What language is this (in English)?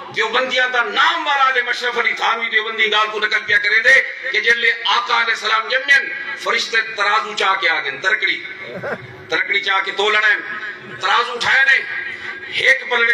Saraiki